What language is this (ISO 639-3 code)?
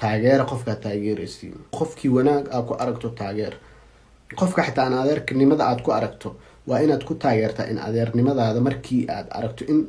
som